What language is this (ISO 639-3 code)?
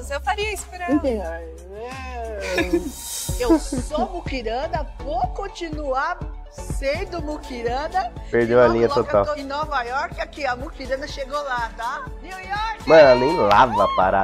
por